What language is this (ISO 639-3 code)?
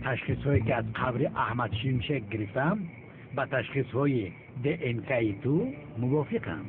tgk